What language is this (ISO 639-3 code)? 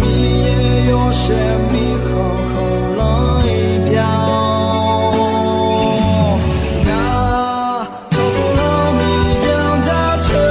ahk